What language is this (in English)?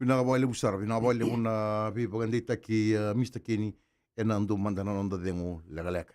Fijian